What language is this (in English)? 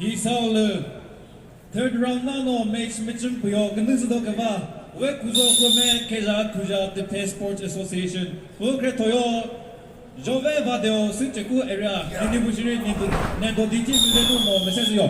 Chokri Naga